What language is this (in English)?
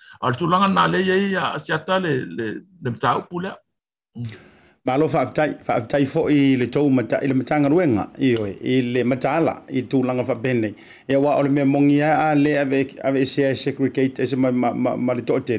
Samoan